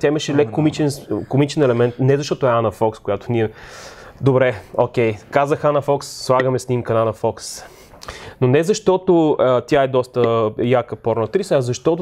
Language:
Bulgarian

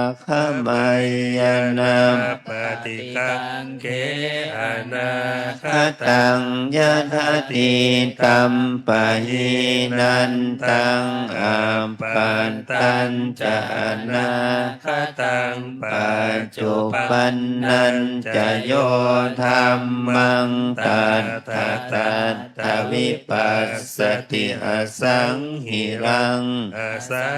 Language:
Pali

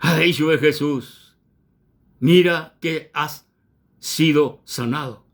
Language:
Guarani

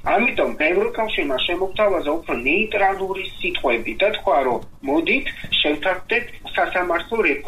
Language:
Georgian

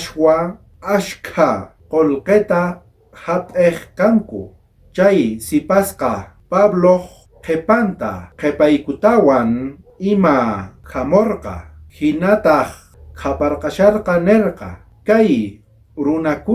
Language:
South Bolivian Quechua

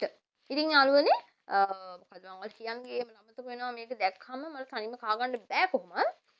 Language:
Sinhala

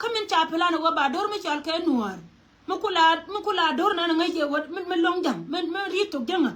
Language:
Nuer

